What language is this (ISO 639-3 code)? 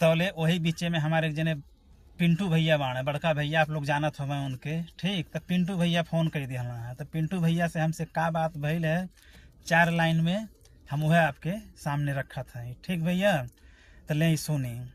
bho